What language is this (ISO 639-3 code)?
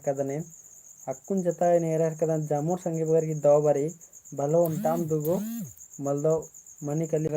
kru